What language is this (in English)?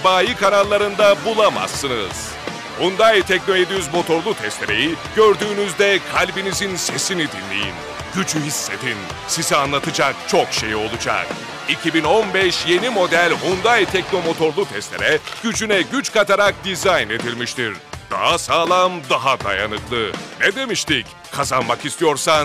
Turkish